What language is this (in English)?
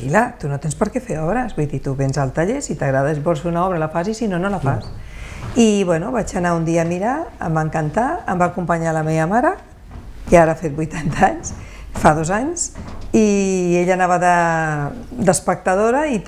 Catalan